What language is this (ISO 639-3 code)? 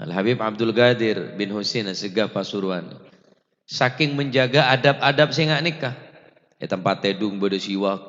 mad